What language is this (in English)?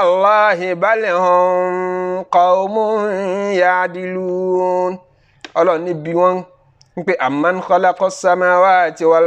Yoruba